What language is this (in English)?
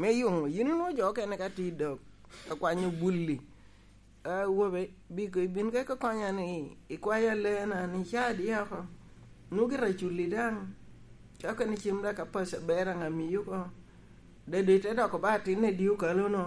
Lango (Uganda)